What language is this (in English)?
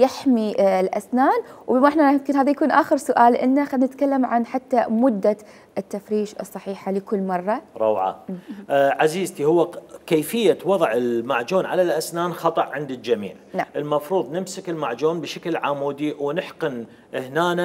Mesopotamian Arabic